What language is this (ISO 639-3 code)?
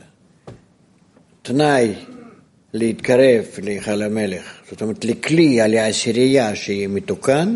heb